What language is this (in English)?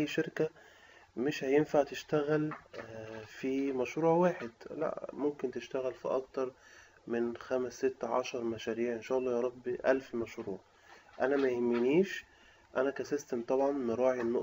Egyptian Arabic